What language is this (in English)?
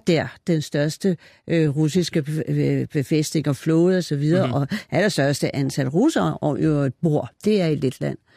Danish